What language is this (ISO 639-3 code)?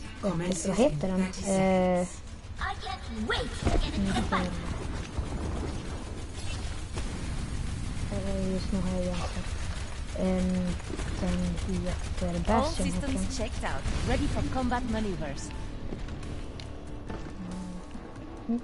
swe